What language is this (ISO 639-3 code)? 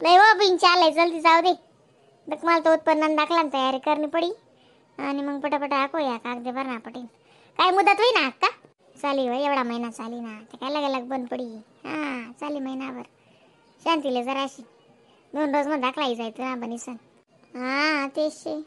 khn